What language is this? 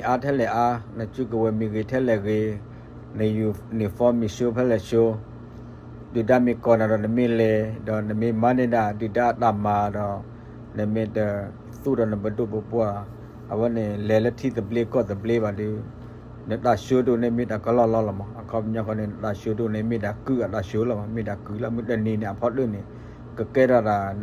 S'gaw Karen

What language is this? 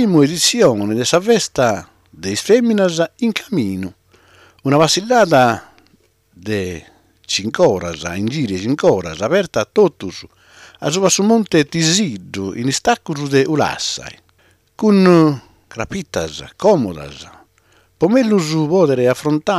Sardinian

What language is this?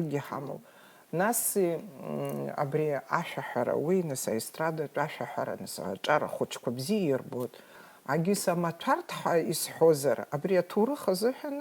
Abkhazian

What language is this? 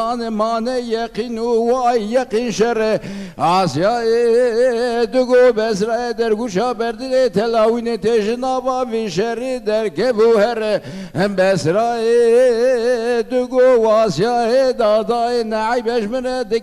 Kurdish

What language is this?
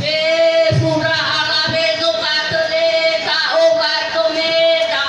Nias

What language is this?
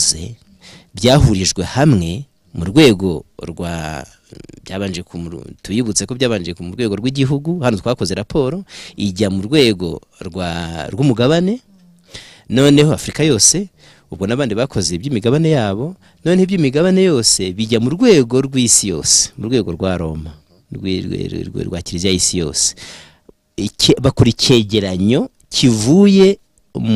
Kinyarwanda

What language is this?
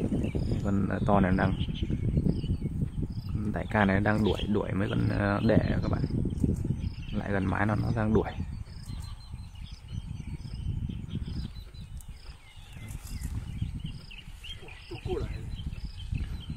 Vietnamese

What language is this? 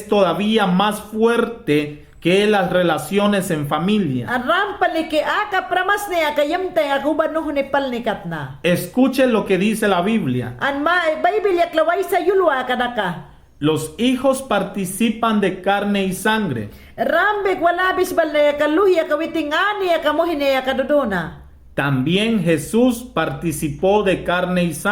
Mayangna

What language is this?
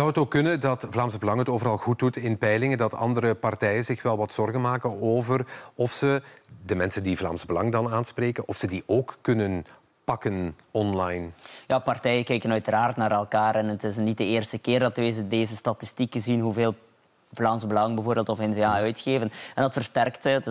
Dutch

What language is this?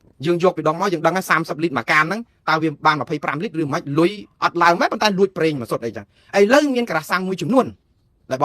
Khmer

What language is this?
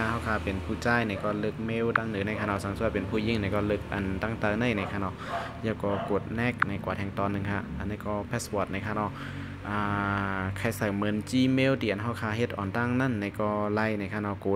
Shan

